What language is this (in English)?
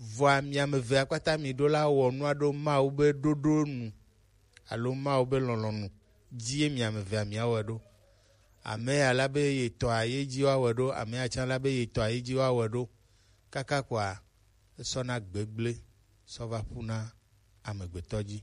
Gen